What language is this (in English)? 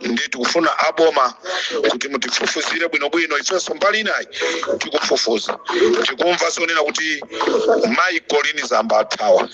Nyanja